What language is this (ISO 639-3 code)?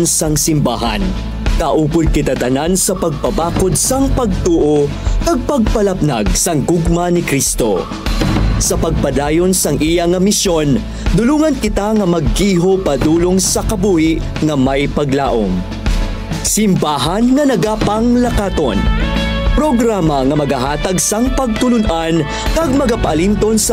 hil